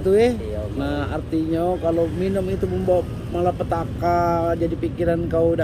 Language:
Musi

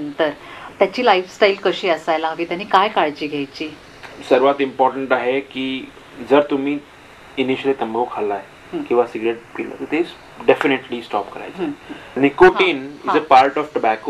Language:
Marathi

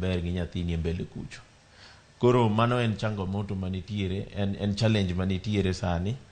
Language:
Luo (Kenya and Tanzania)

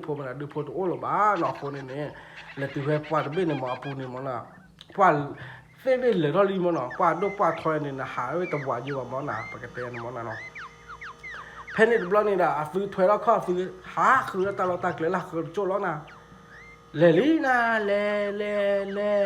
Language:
S'gaw Karen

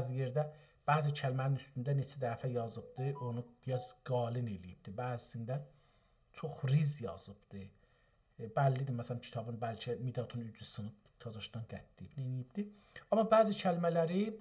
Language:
South Azerbaijani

